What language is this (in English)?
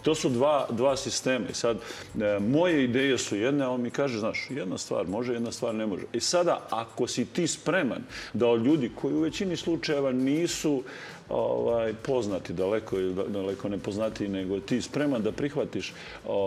Serbian